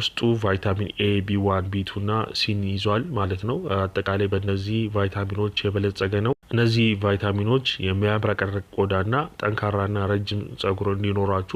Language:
Amharic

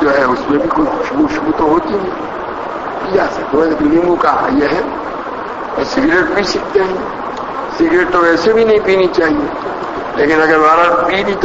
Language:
Urdu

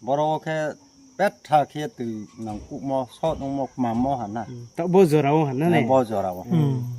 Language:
Riang (India)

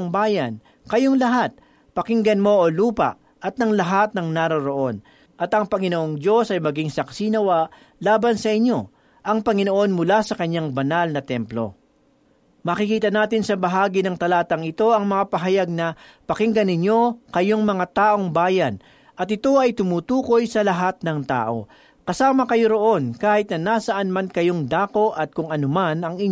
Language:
Filipino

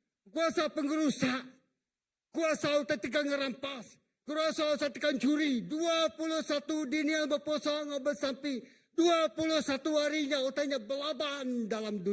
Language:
Iban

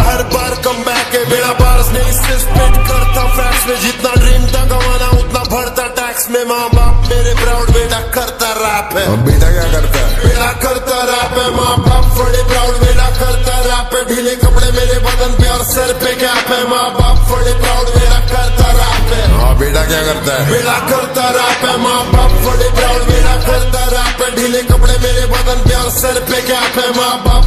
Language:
Hindi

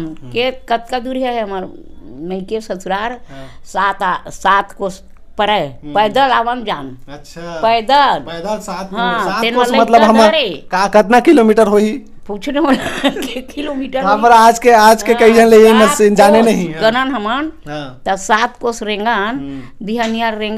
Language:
Chhattisgarhi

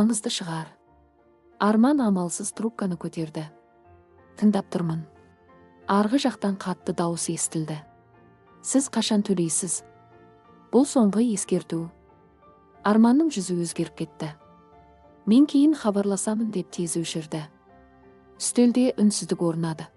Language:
Kazakh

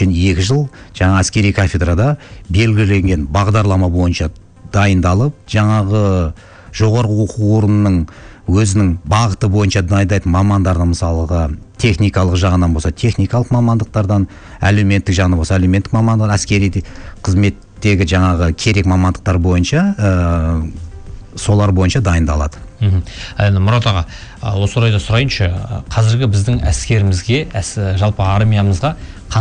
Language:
Kazakh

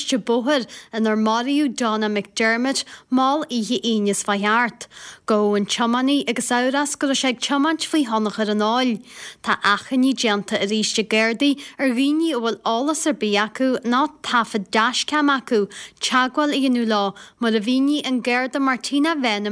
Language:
Irish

